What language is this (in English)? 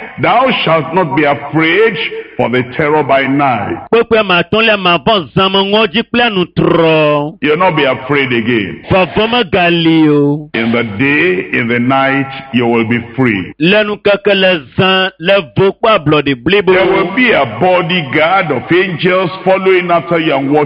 Ewe